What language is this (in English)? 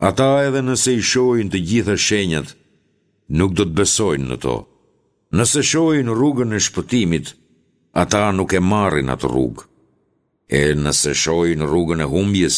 Albanian